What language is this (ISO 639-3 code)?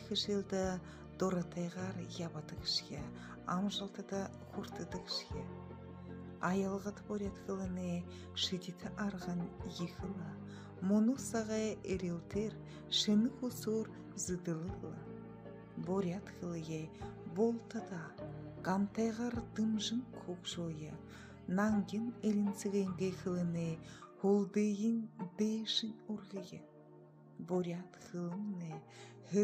bua